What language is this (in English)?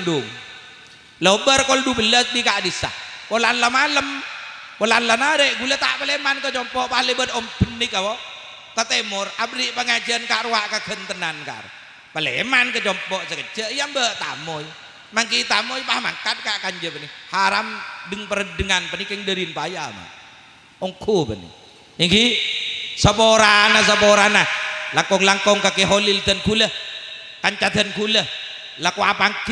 Madurese